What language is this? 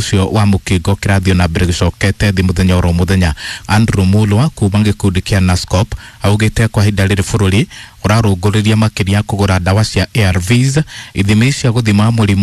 Kikuyu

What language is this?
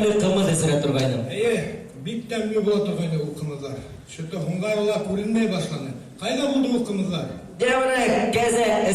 Bashkir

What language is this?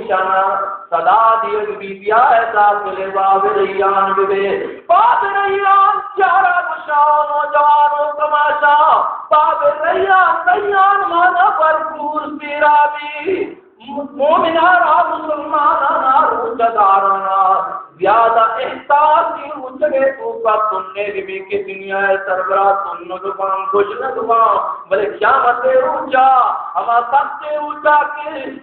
Baluchi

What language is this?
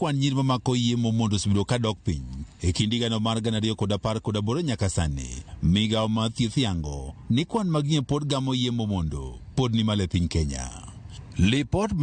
Luo (Kenya and Tanzania)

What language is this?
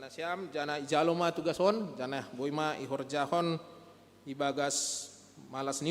Batak Simalungun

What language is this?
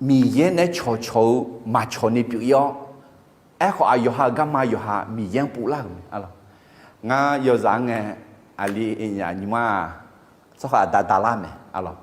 Akha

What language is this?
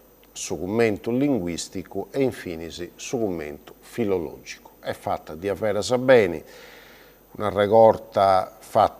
Sardinian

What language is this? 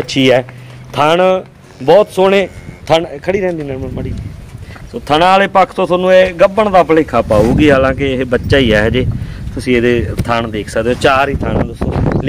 Punjabi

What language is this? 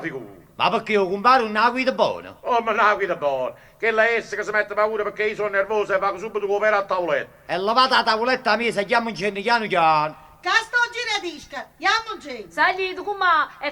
Neapolitan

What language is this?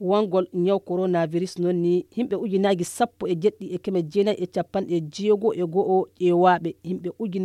Nigerian Fulfulde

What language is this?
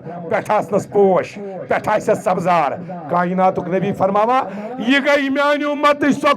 Kashmiri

